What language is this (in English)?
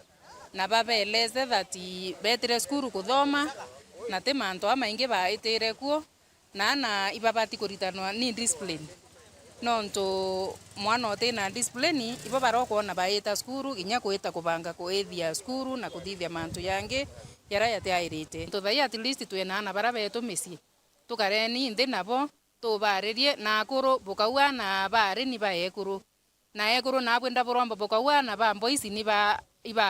Meru